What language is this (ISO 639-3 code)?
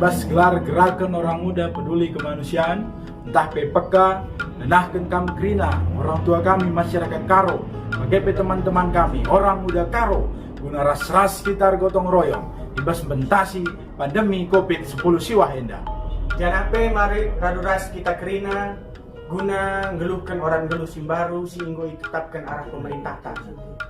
btx